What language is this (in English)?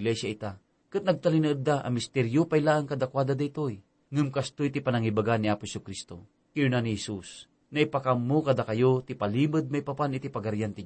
Iloko